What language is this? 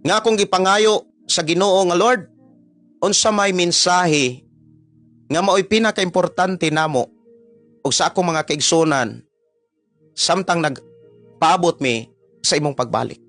Cebuano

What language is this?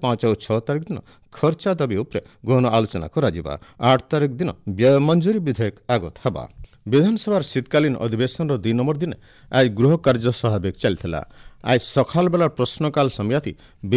Odia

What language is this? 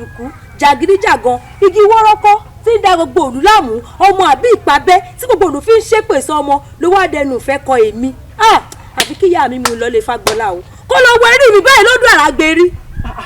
Yoruba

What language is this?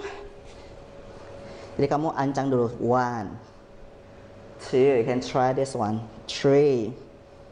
Indonesian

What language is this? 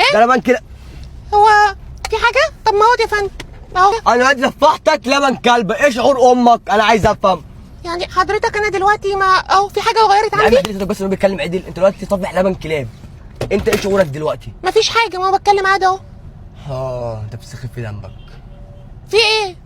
Egyptian Arabic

